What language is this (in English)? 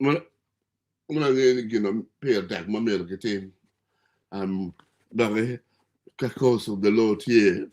Acoli